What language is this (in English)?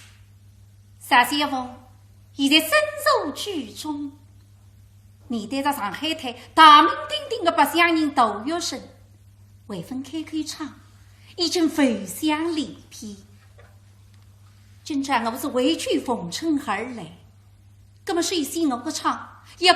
Wu Chinese